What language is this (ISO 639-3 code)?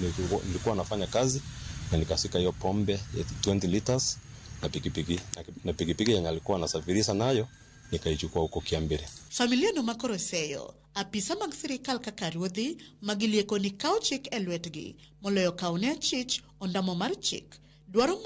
luo